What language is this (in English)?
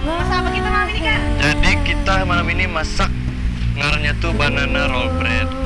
Banjar